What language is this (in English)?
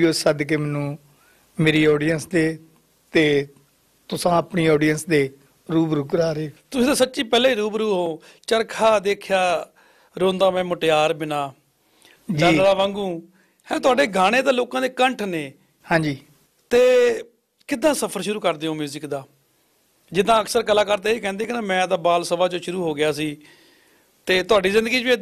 Punjabi